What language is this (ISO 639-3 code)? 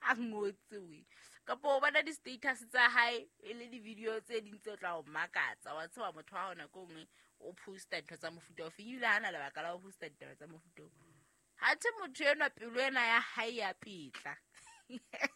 sot